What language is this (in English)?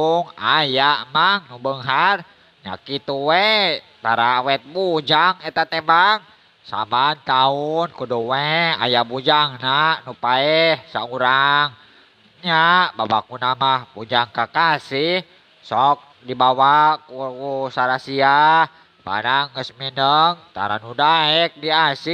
Sundanese